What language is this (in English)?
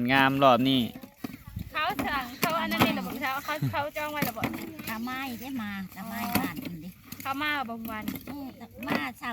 Northeastern Thai